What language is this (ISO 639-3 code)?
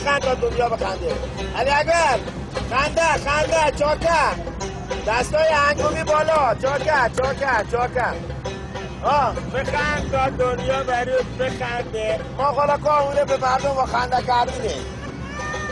fas